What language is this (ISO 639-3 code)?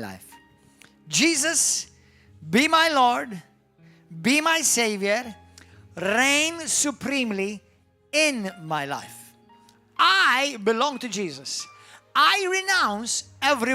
eng